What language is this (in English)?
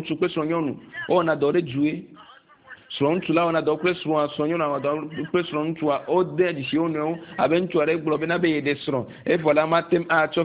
Ewe